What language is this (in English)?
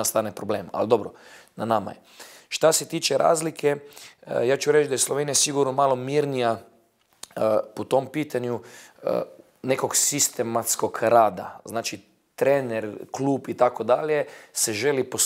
Bosnian